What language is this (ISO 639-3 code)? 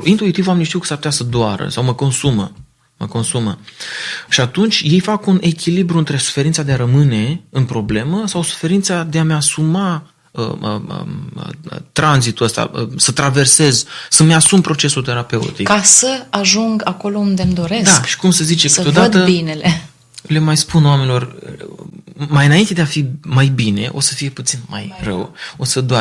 ron